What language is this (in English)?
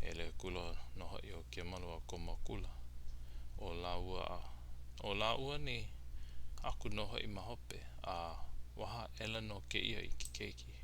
Hawaiian